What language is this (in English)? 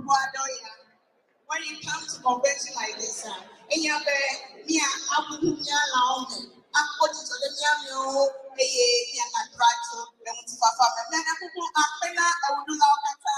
Ewe